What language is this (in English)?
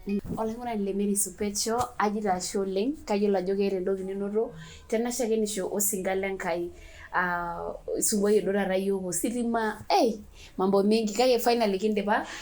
Masai